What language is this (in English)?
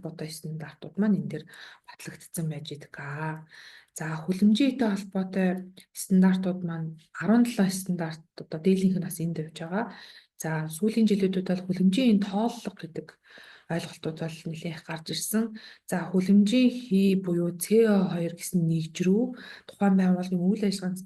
Mongolian